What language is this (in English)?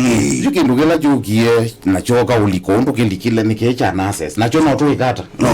Kamba